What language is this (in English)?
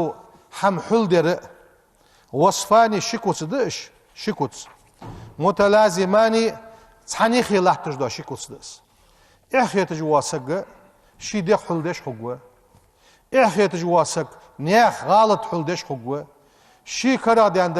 Ingush